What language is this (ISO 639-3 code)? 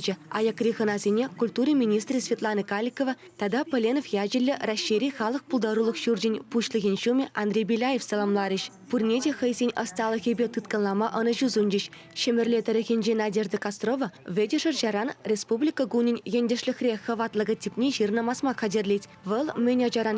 chv